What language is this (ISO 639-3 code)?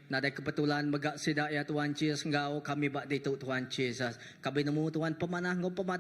iba